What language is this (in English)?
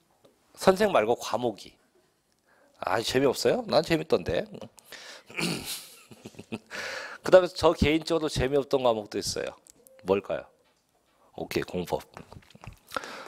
Korean